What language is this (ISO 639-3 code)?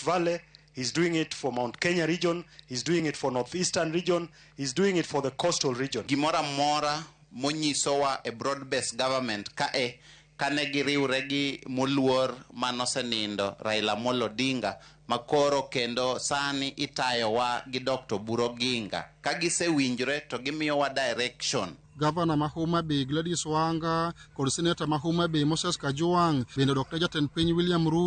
luo